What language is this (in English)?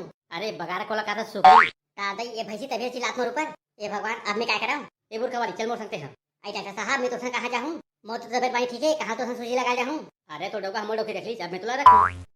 Chhattisgarhi